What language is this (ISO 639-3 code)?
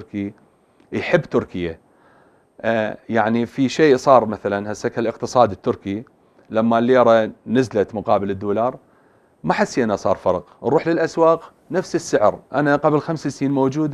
acm